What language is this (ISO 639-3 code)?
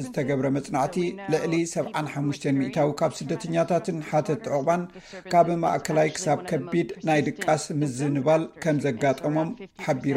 tir